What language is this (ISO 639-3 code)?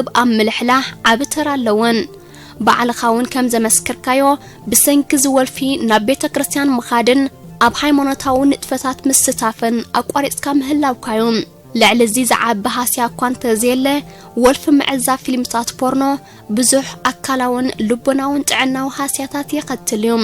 tir